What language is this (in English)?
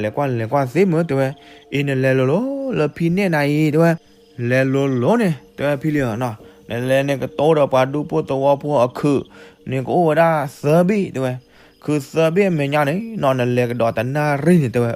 S'gaw Karen